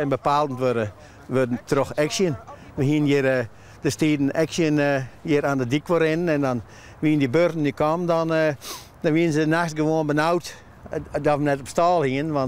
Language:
Western Frisian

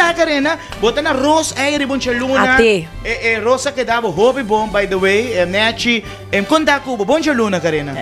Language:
Papiamento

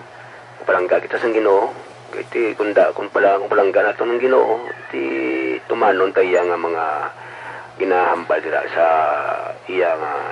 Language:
Hiligaynon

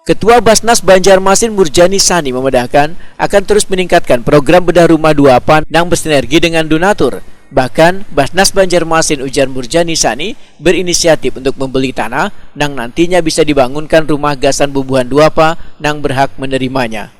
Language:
Banjar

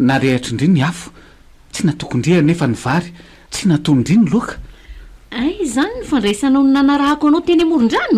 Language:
Malagasy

